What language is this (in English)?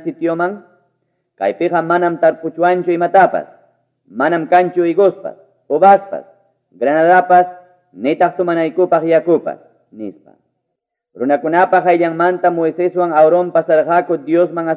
Ayacucho Quechua